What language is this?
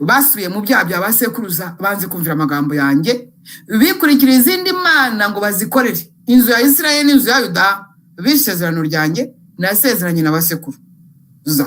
Kinyarwanda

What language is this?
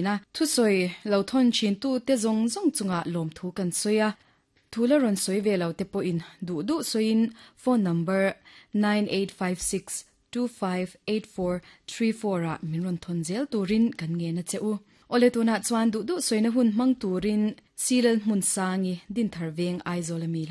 Mizo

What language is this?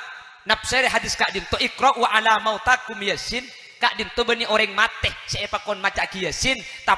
Madurese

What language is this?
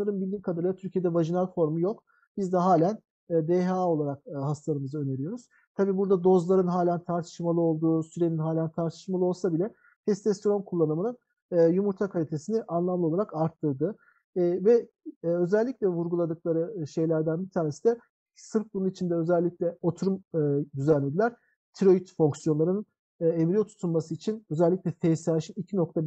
Turkish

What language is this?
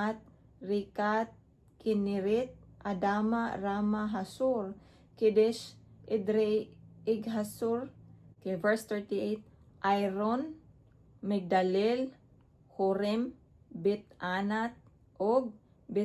Cebuano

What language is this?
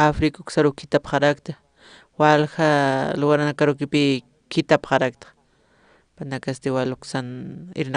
Aymara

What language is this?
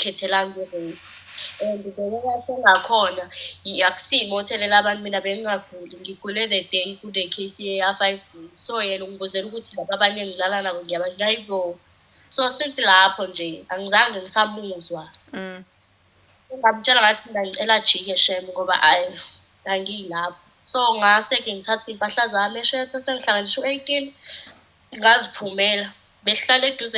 Zulu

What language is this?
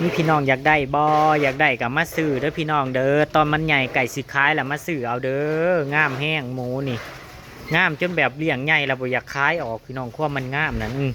Northeastern Thai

